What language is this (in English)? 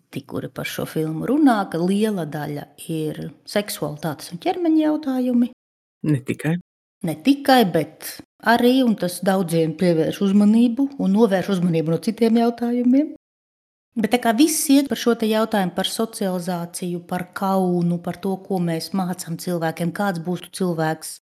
Latvian